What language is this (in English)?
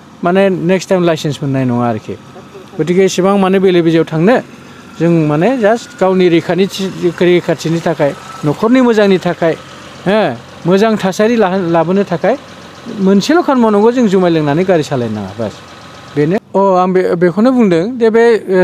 Bodo